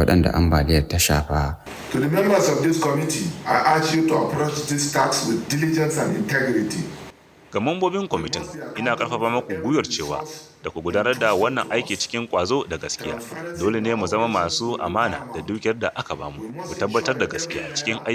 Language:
Hausa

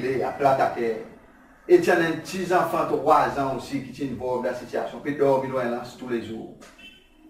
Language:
Seselwa Creole French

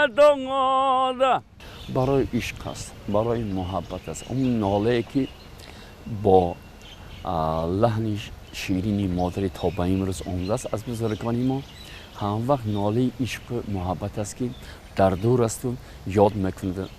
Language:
Tajik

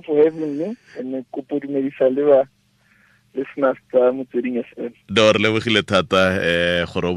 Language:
Tswana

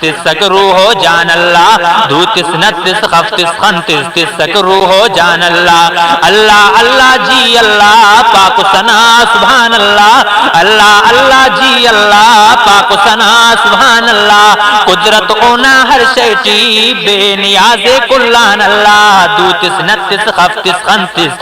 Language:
Brahui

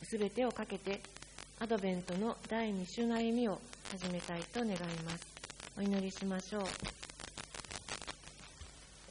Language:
Japanese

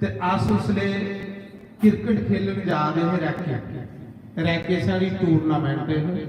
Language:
Dogri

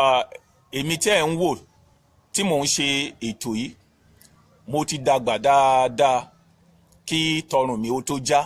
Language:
Yoruba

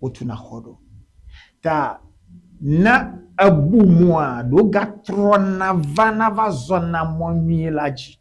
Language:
Ewe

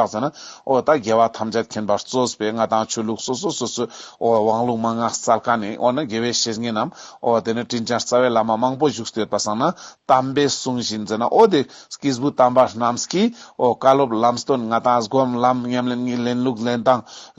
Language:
Ladakhi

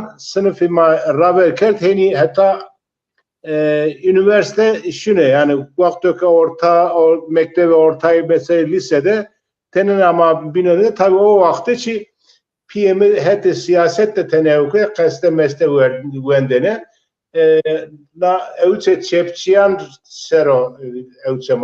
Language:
Zaza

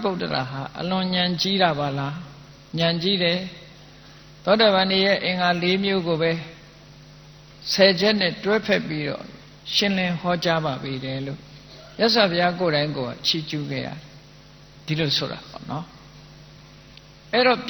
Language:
Burmese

